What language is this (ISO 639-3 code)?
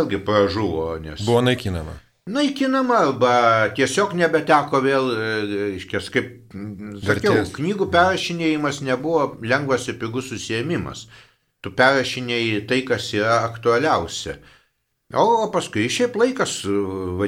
lit